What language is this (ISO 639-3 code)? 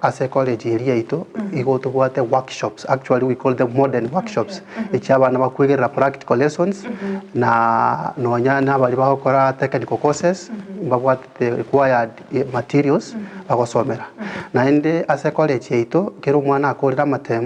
guz